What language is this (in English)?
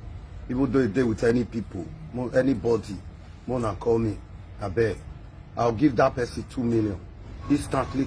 Nigerian Pidgin